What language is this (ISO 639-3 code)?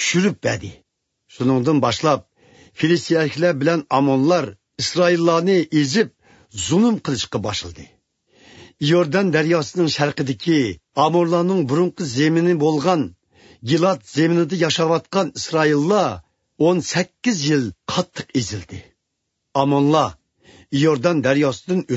uig